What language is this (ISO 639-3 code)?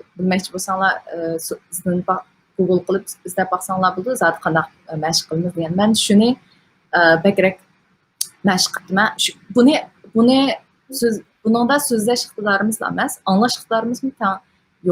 uig